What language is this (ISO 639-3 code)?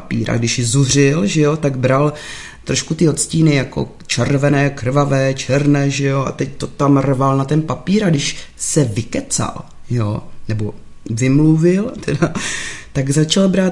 ces